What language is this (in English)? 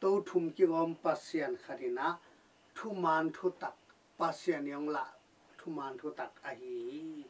Tedim Chin